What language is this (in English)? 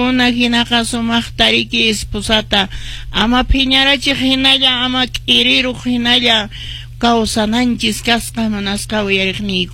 Quechua